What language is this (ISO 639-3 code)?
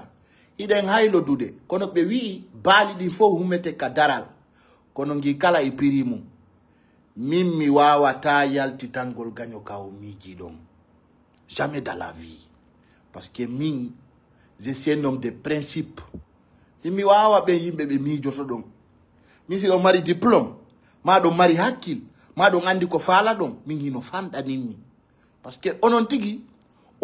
ful